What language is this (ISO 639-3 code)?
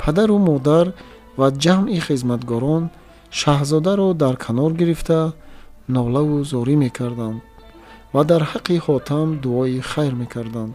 tgk